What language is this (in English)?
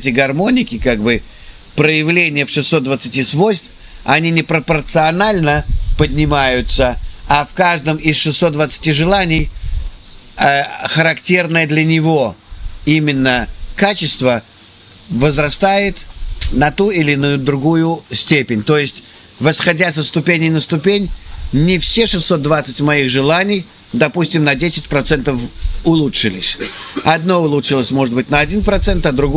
Russian